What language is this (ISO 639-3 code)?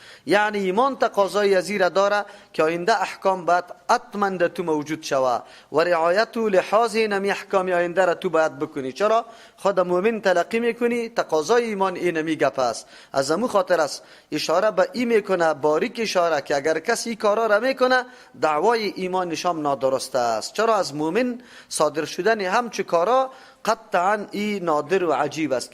fas